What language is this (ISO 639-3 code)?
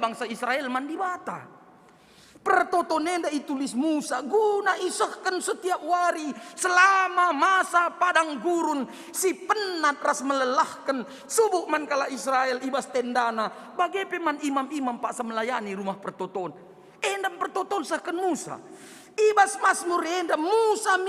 btx